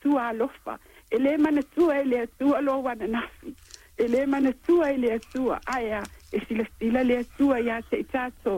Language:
Samoan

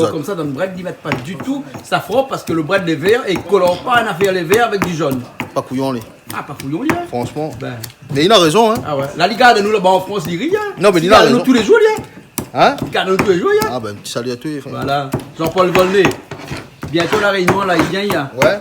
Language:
Réunion Creole French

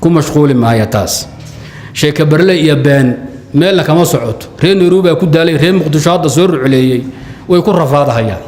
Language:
Somali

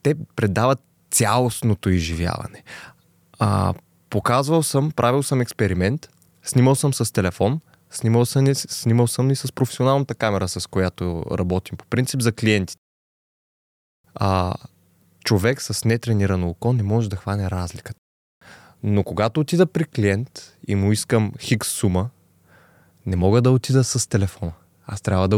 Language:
Bulgarian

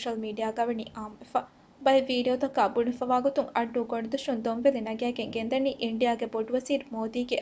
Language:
Divehi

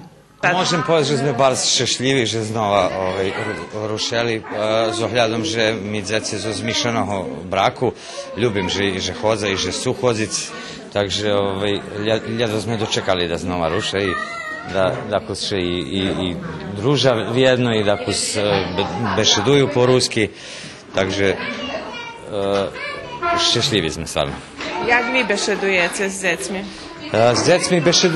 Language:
Rusyn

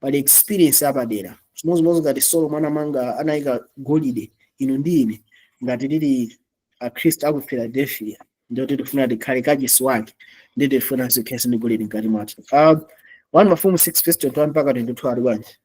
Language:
Nyanja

